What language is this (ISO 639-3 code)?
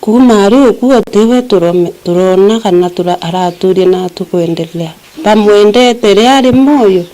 mer